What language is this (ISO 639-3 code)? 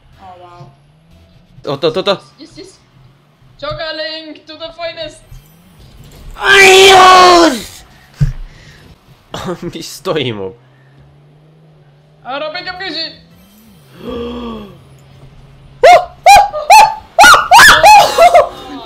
est